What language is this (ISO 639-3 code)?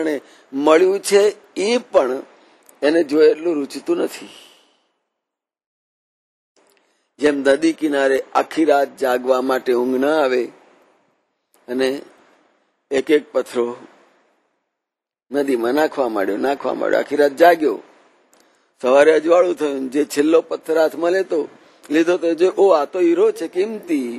guj